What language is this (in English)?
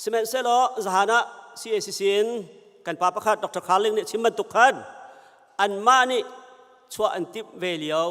Hakha Chin